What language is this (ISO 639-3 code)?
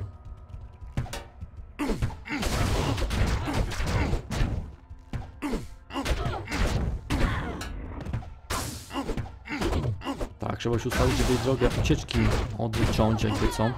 pol